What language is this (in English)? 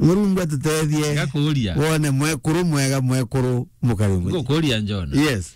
Meru